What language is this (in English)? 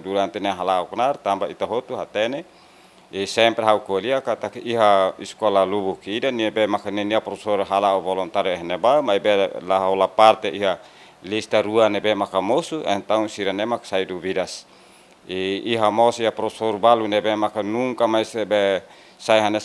Tetum